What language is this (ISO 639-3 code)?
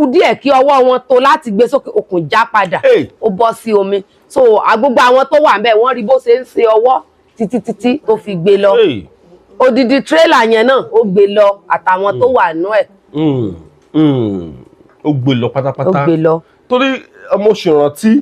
yor